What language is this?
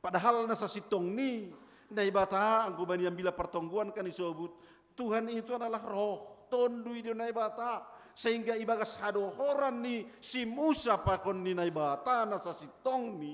Batak Simalungun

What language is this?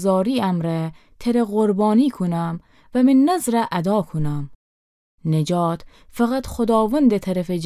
Gilaki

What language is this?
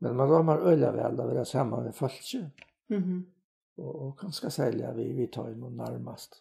Faroese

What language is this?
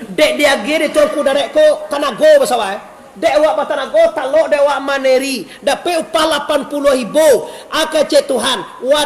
Minangkabau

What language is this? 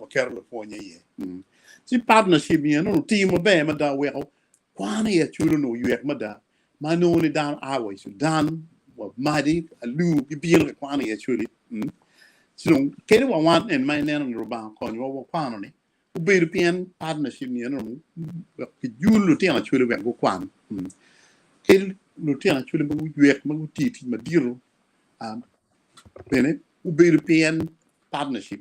Acoli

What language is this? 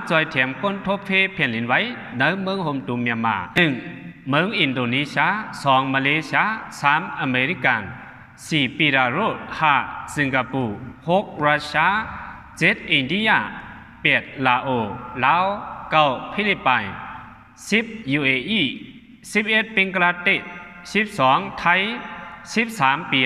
Shan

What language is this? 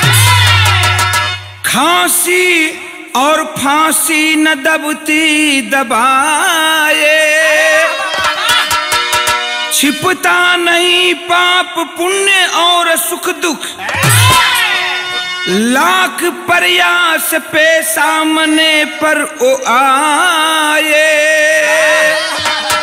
Bhojpuri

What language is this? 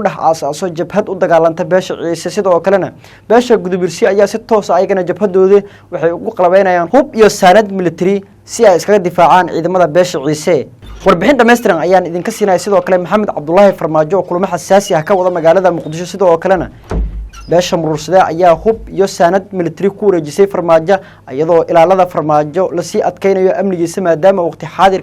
Somali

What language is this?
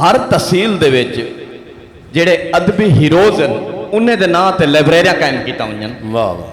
Saraiki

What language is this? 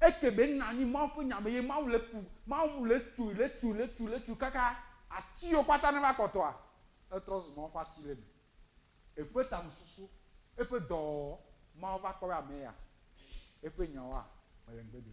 Ewe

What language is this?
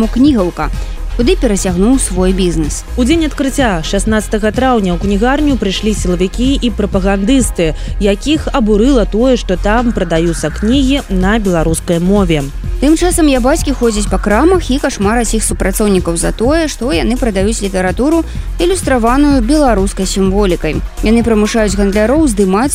Belarusian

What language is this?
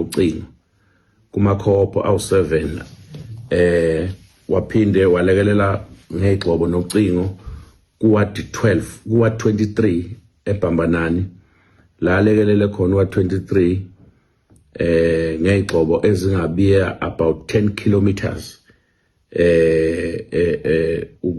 Zulu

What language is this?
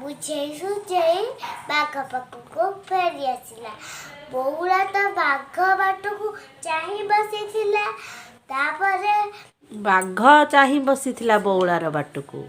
Odia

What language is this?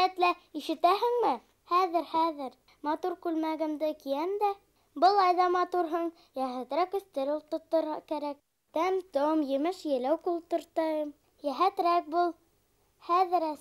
Bashkir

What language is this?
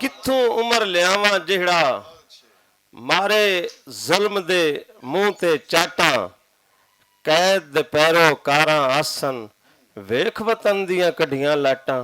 Western Panjabi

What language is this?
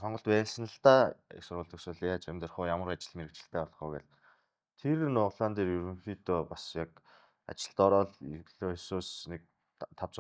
Mongolian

